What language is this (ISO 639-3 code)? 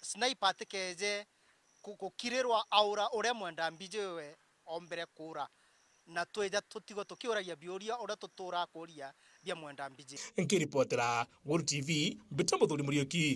mer